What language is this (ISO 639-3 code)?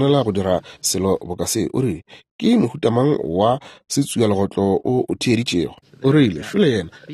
nso